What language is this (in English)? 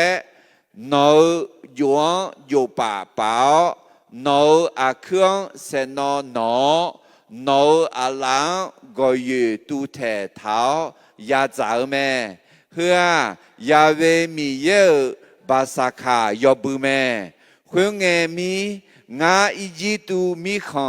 Akha